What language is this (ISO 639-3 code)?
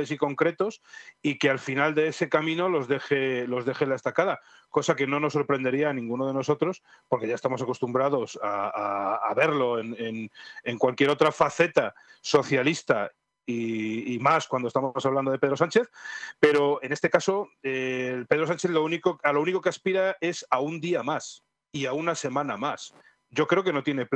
spa